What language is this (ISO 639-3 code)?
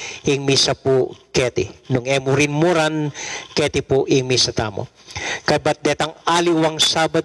pam